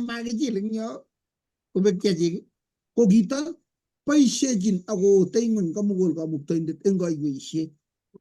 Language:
Kalenjin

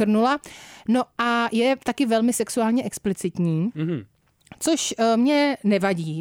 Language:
Czech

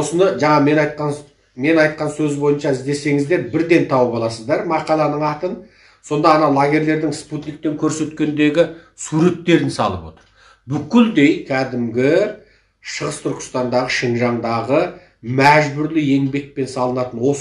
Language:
Kazakh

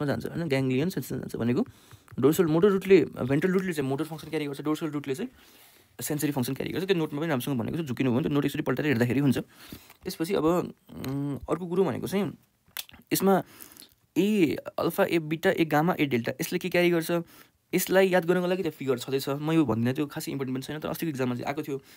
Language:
Nepali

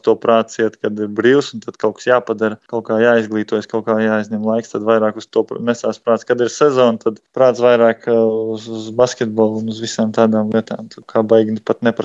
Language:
Latvian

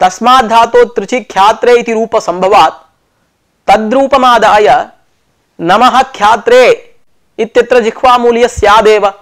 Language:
Sanskrit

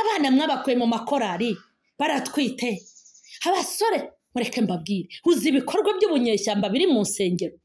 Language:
Kinyarwanda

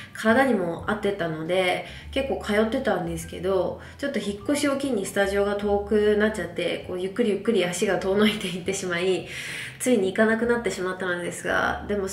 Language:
Japanese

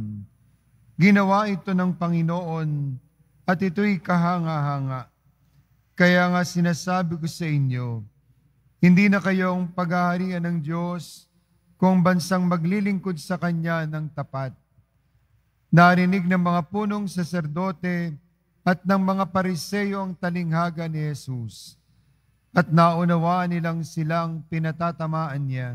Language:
Filipino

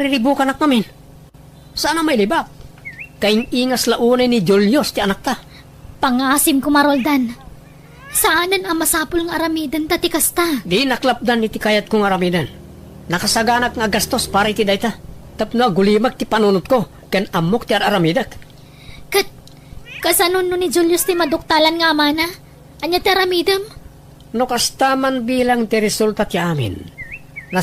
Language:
Iloko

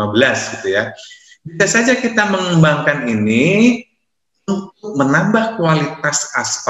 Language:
Indonesian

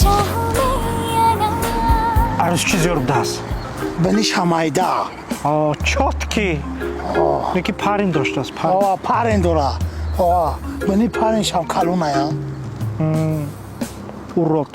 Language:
Tajik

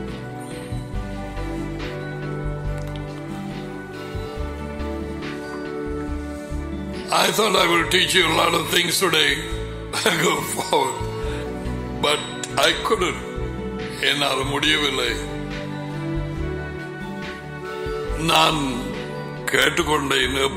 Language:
Tamil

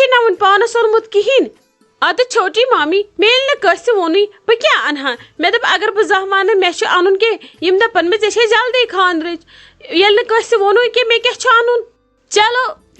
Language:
Kashmiri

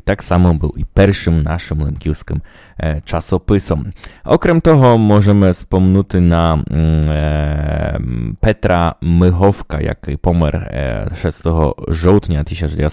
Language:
Rusyn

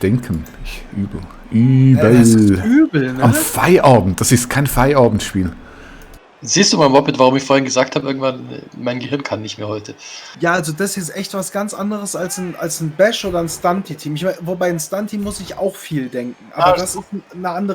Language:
Swiss German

